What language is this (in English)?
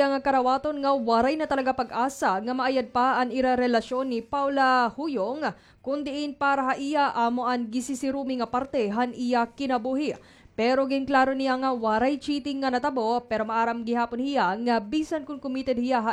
Waray